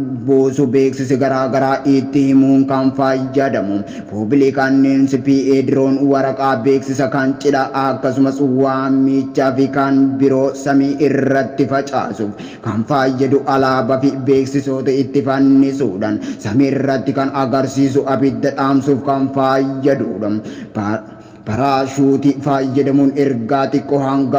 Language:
Oromo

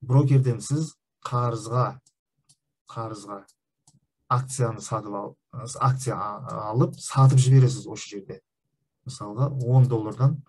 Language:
Kazakh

